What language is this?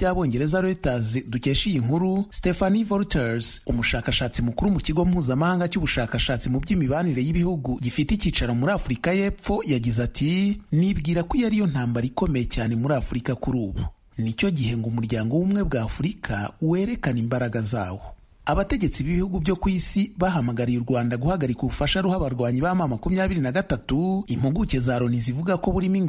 Kinyarwanda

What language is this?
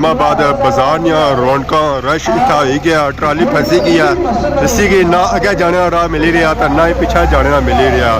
Pahari-Potwari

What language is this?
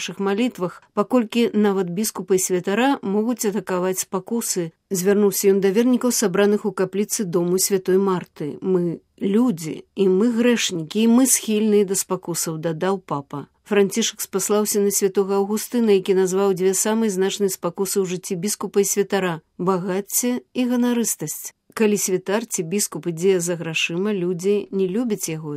Belarusian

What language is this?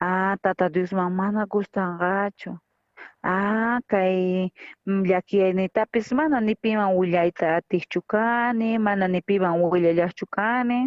South Bolivian Quechua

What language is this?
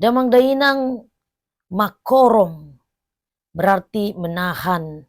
Batak Toba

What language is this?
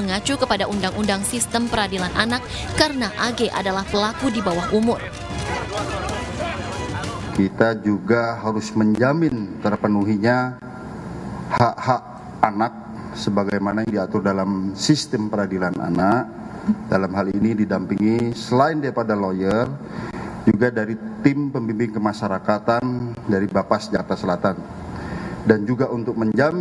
Indonesian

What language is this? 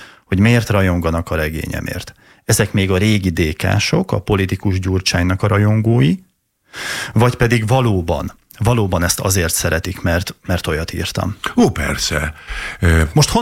Hungarian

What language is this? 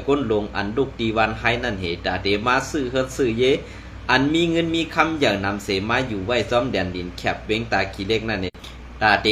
Shan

